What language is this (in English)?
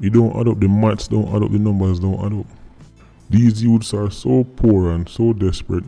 Jamaican Creole English